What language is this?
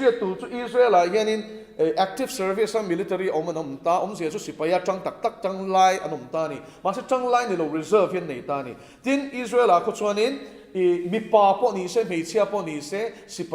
Mizo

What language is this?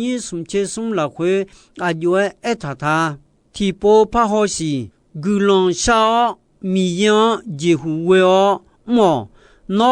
Akha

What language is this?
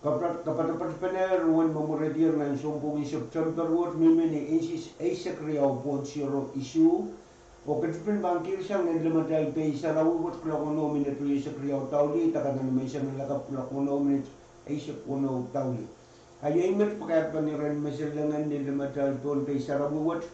Pohnpeian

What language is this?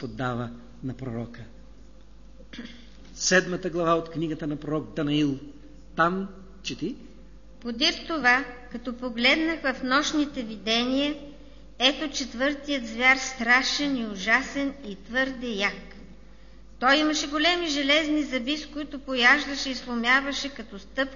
Bulgarian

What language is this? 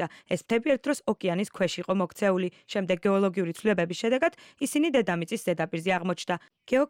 Georgian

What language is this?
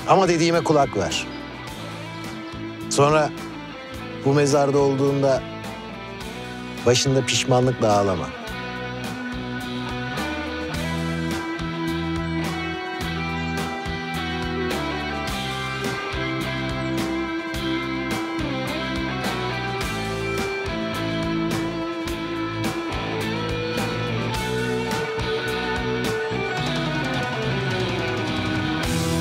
Turkish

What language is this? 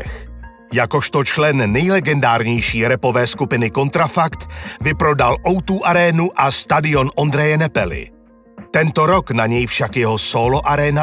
Czech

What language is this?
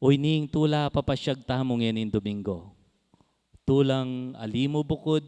Pampanga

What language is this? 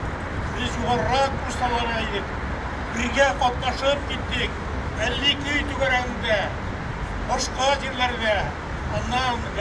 Tatar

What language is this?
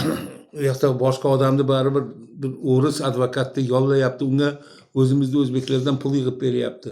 Uzbek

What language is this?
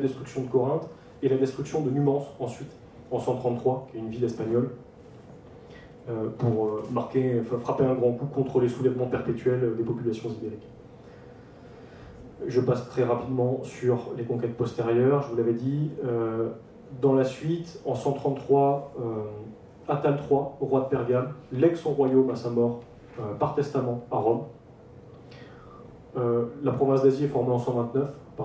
French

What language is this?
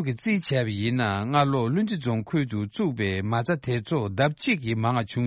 Tibetan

